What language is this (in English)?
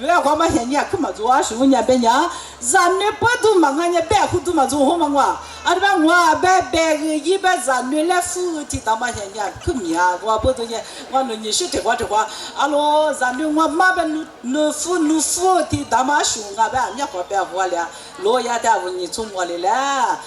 Lisu